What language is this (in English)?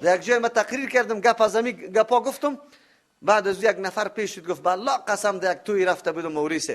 Persian